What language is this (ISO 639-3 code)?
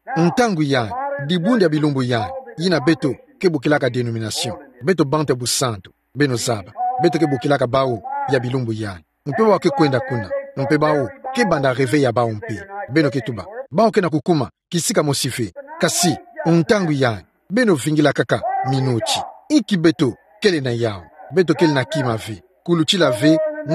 ktu